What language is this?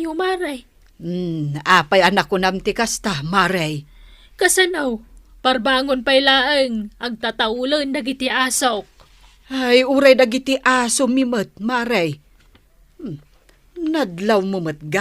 Iloko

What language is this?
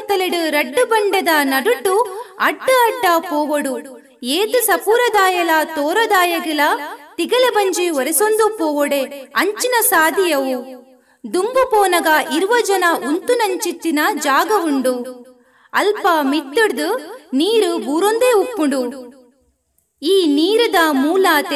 Tulu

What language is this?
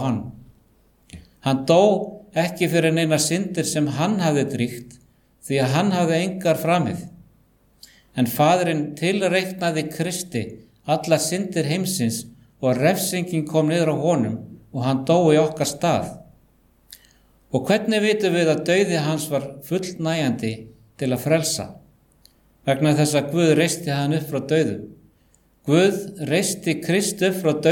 Icelandic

